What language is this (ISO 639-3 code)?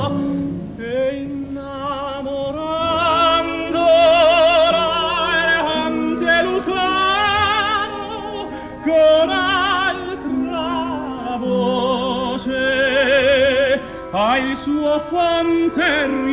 ita